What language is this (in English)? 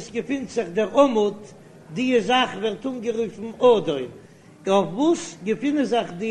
Yiddish